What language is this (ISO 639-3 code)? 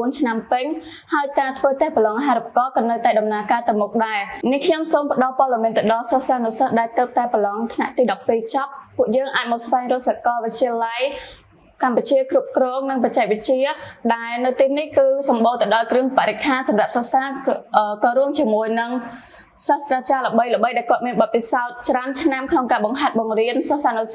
khm